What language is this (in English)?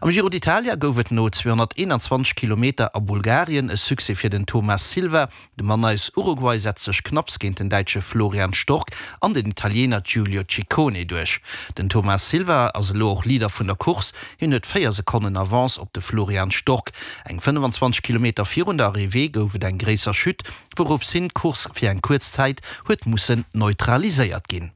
Luxembourgish